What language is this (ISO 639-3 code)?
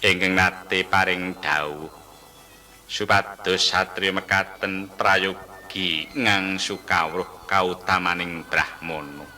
jav